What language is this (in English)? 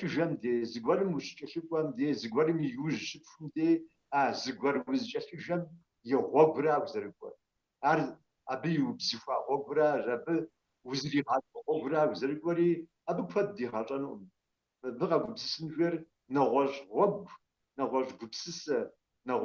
Kabardian